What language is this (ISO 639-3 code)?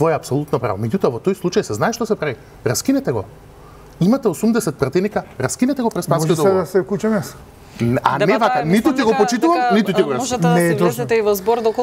mkd